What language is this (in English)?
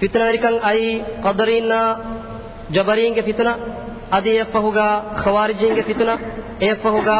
Divehi